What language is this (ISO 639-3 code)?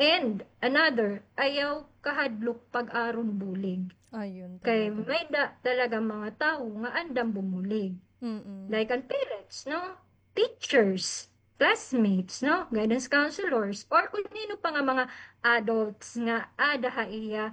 war